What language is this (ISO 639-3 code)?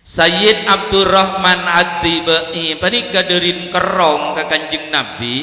mad